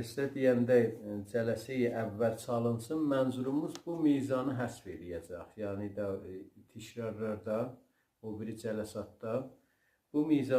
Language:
South Azerbaijani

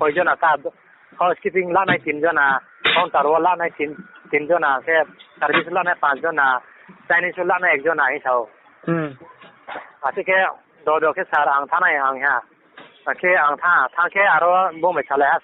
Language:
Riang (India)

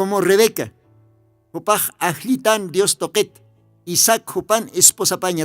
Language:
Aymara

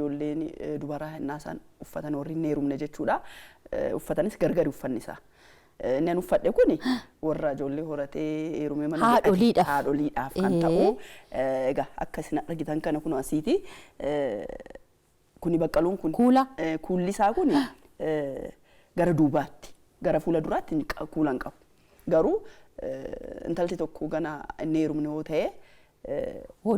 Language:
Oromo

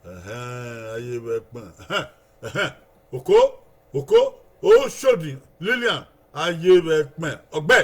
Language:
Bini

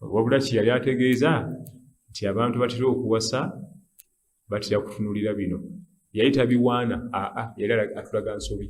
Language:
Ganda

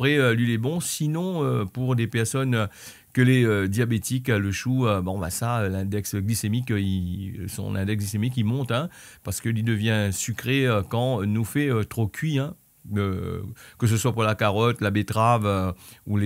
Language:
Réunion Creole French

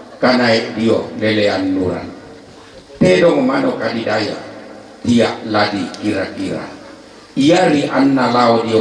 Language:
Toraja-Sa'dan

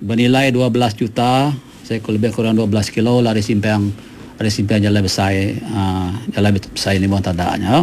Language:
Iban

